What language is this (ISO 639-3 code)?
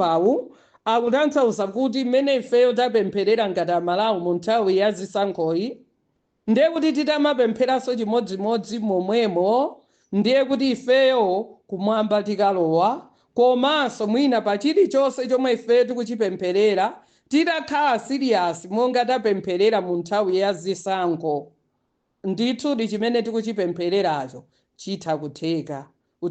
nya